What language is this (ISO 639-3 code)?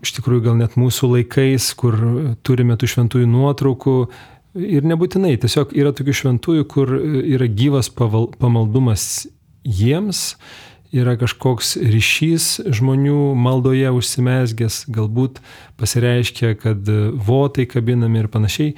lit